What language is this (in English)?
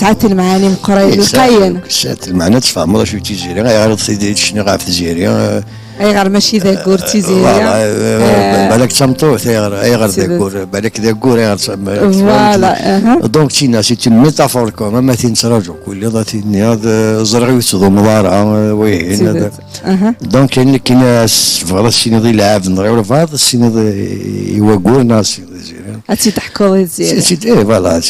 Kabyle